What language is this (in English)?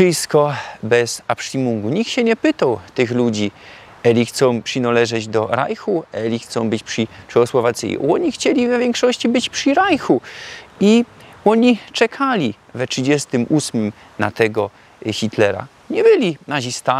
Silesian